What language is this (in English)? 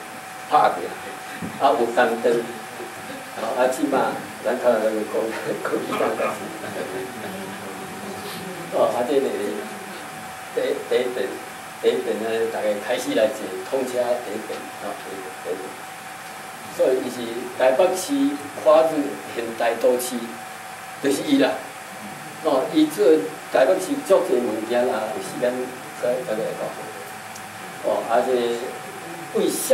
Min Nan Chinese